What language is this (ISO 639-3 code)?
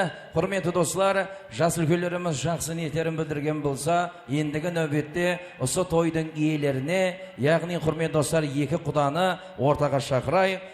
kaa